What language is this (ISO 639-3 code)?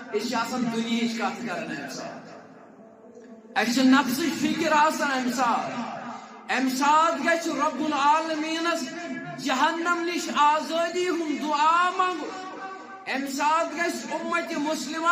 kas